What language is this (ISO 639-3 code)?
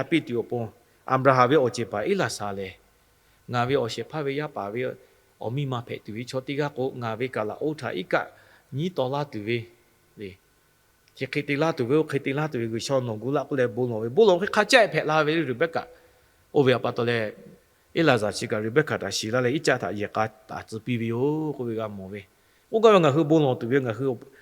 lhu